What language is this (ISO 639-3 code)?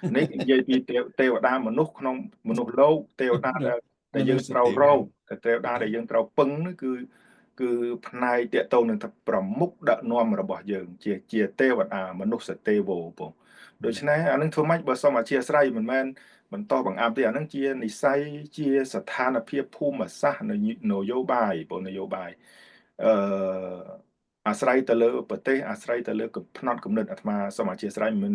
khm